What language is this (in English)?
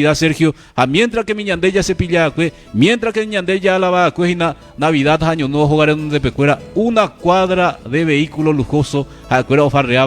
Guarani